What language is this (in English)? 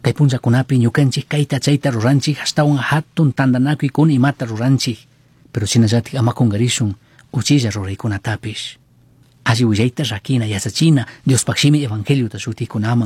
Chimborazo Highland Quichua